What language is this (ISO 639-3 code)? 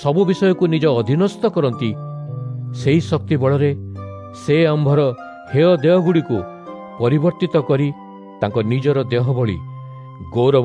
ori